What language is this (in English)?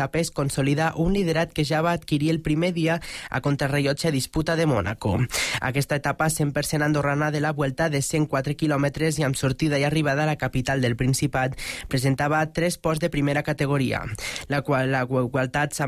Catalan